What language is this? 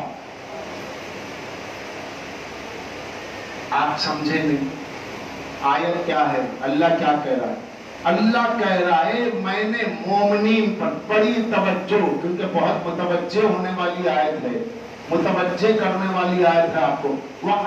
Urdu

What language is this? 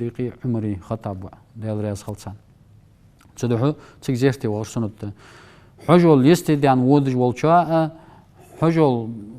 Ingush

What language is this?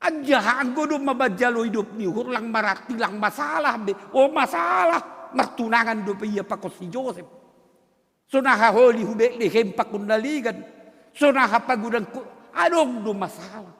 Batak Simalungun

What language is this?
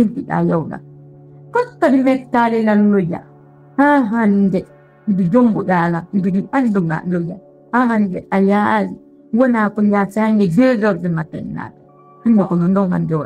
Pular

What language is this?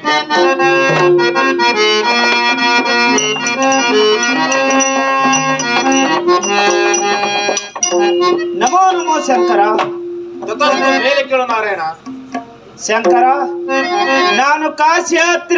Kannada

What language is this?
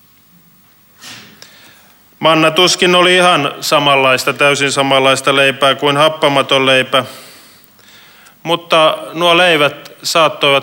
Finnish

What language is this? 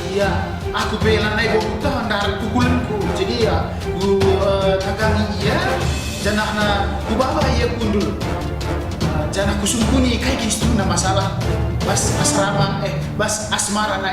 Batak Karo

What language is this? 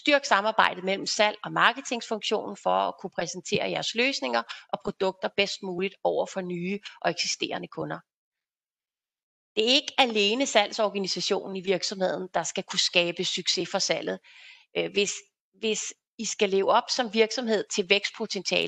Danish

